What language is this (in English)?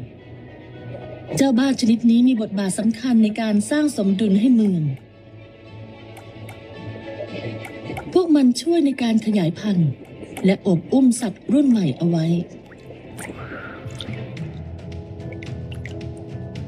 Thai